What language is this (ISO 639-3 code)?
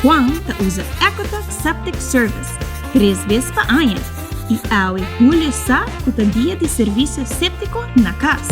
pap